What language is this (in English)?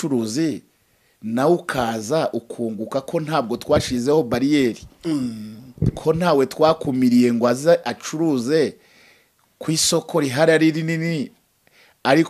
Kinyarwanda